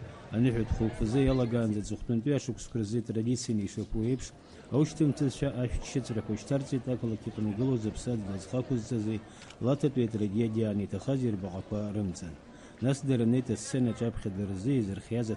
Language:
Abkhazian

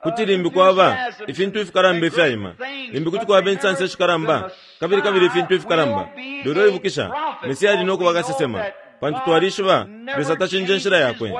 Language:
Bemba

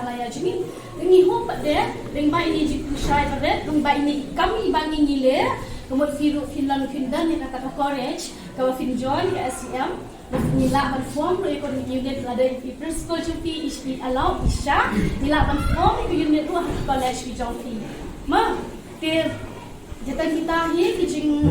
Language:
Khasi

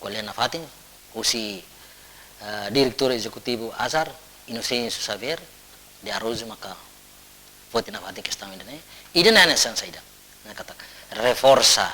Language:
Tetum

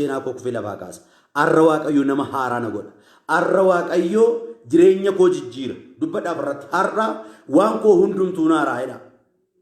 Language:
Oromo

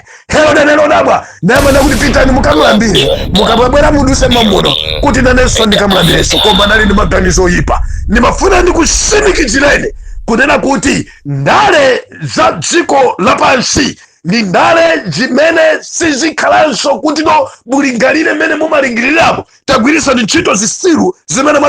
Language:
Nyanja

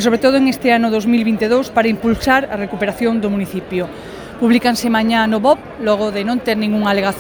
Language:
Galician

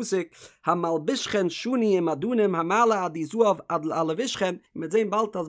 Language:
Yiddish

